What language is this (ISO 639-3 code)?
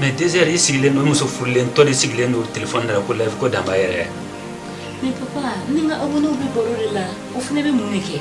bam